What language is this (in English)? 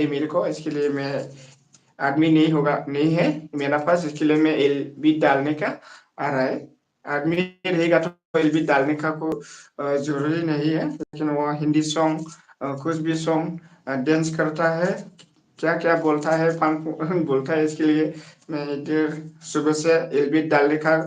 Bodo